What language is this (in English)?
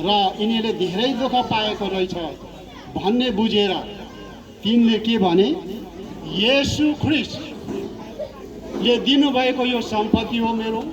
Nepali